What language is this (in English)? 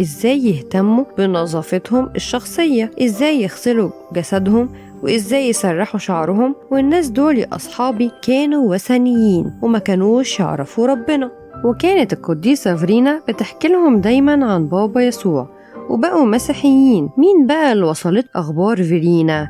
Egyptian Arabic